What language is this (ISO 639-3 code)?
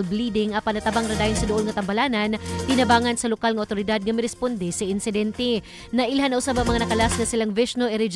ceb